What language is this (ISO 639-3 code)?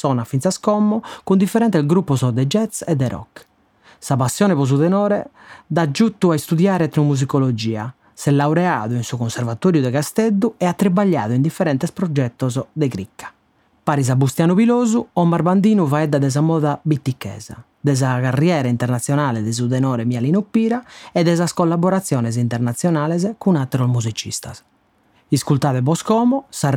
srd